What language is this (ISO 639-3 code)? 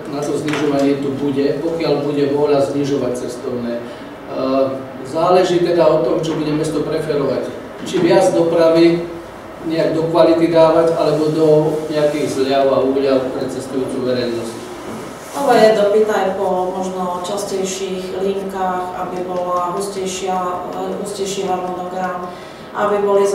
slk